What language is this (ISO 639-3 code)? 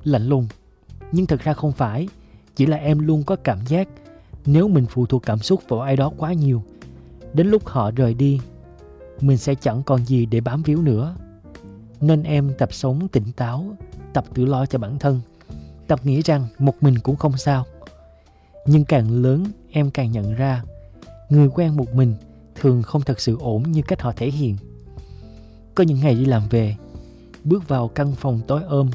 vie